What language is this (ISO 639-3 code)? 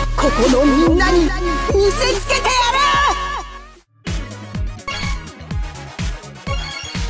jpn